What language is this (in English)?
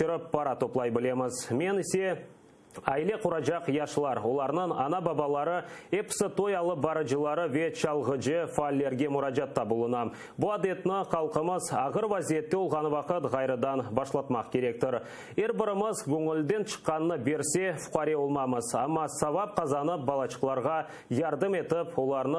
Crimean Tatar